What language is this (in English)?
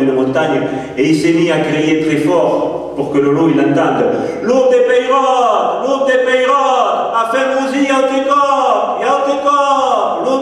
Occitan